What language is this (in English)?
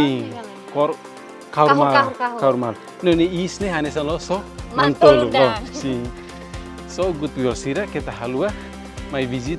Tetum